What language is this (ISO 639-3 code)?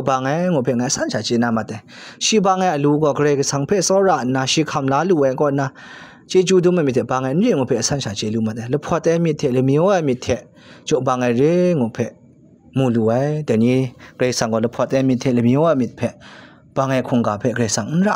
kac